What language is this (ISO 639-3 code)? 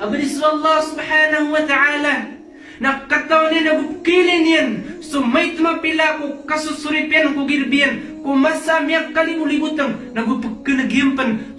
mrw